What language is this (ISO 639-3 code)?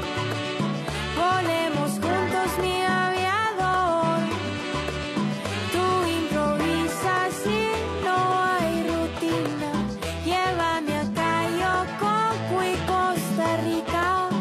spa